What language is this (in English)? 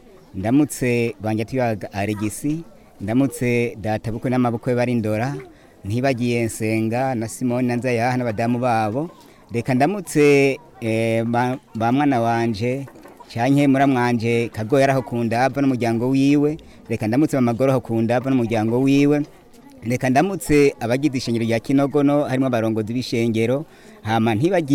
Rundi